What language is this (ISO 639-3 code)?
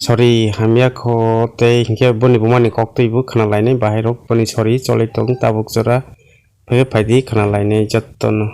trp